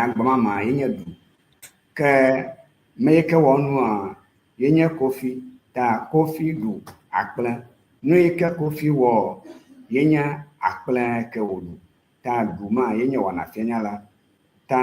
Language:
Ewe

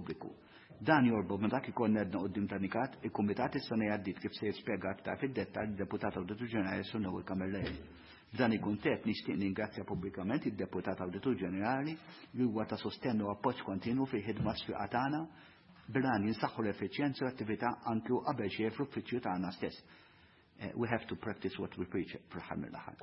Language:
Maltese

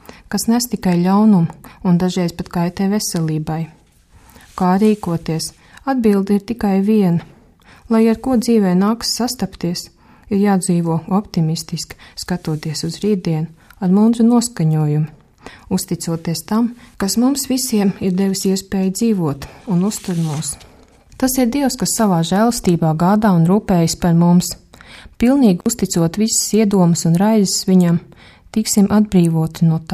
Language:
Latvian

